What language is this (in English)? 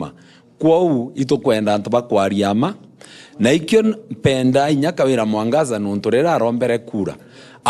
Meru